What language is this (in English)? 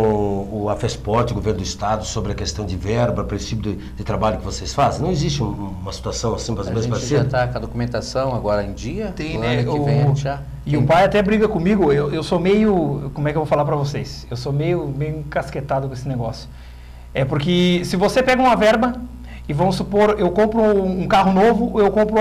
Portuguese